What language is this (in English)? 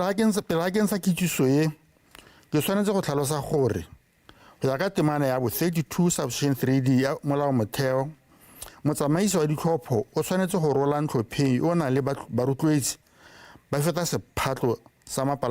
Tswana